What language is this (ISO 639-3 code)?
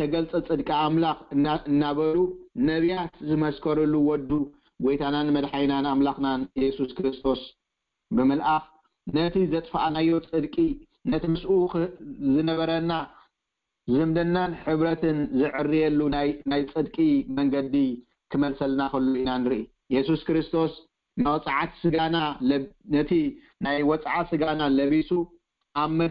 tir